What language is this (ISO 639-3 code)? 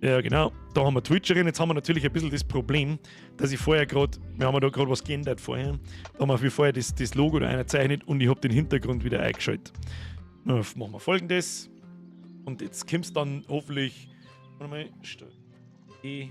bar